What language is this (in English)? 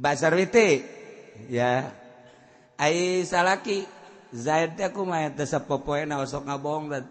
Sundanese